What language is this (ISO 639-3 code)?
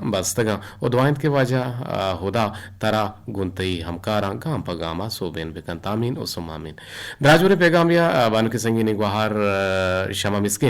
bgp